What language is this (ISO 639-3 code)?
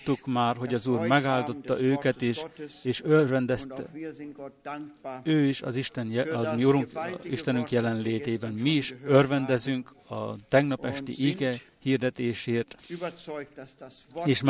hun